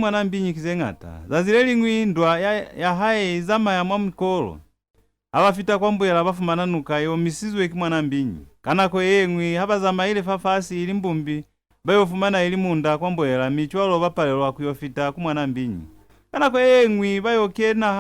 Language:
Lozi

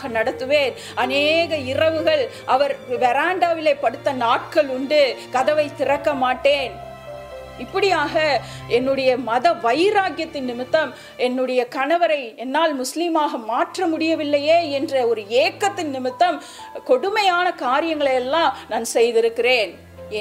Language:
Tamil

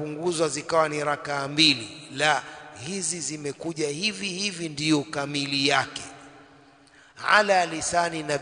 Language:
Swahili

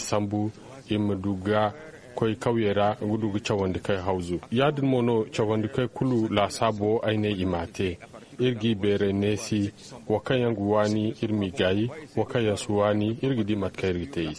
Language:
Zarma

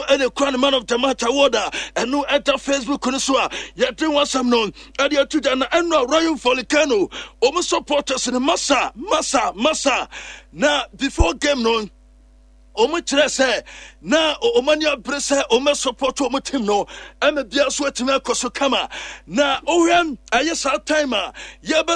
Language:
Akan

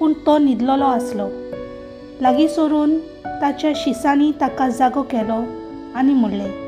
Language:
Konkani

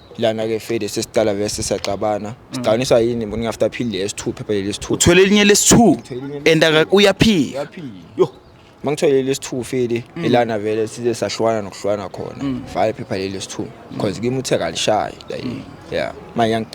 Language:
Zulu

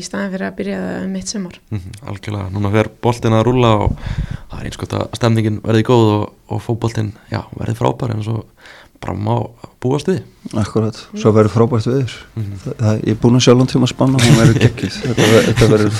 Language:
Icelandic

